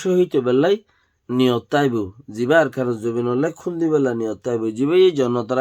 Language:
Rohingya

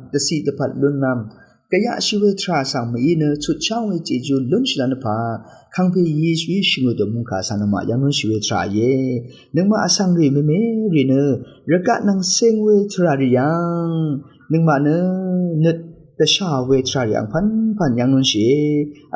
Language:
Rawang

